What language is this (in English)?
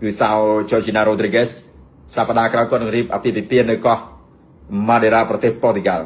Khmer